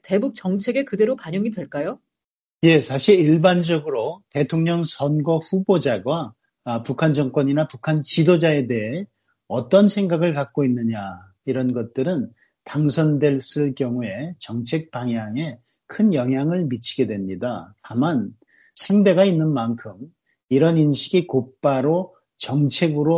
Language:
Korean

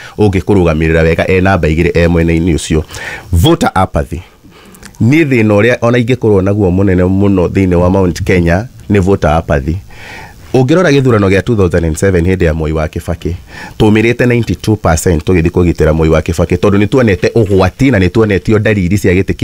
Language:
Kikuyu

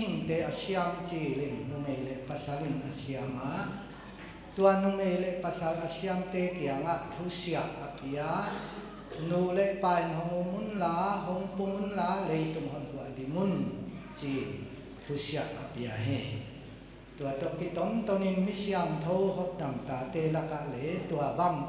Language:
Paite Chin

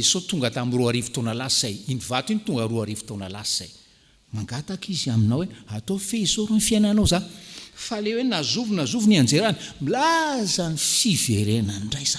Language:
Malagasy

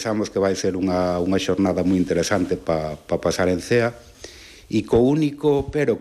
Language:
Galician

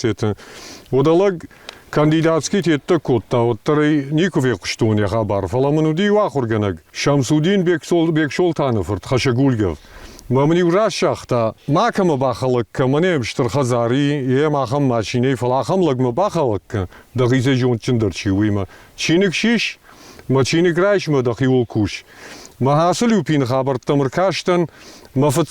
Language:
Ossetic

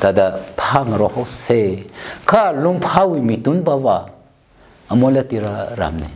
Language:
Tangkhul Naga (India)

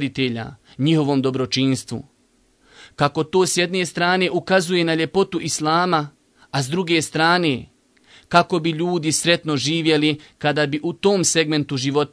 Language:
Bosnian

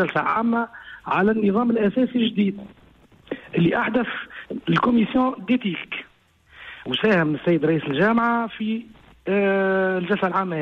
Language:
Tunisian Arabic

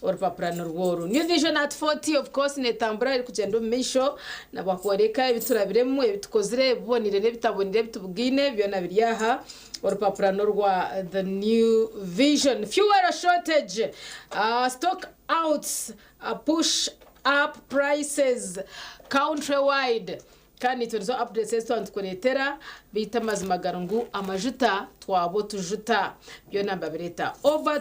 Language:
Nyankole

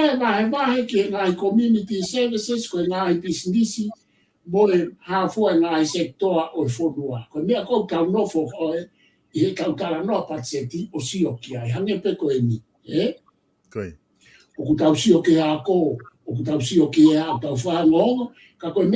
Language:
Tongan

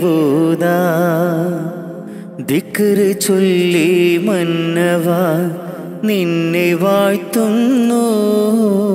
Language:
Malayalam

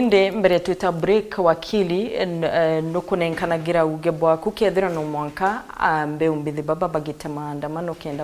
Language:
Meru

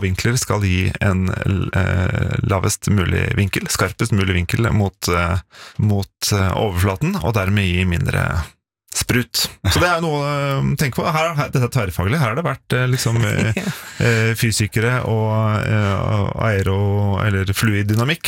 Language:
Norwegian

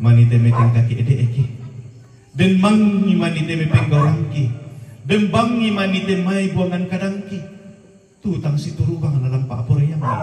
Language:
Toraja-Sa'dan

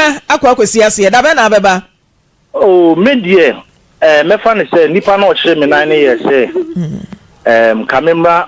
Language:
Akan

